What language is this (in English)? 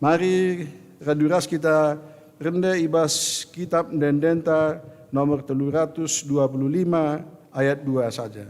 Batak Karo